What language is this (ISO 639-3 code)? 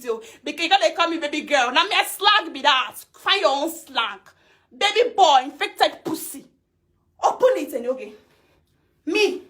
pcm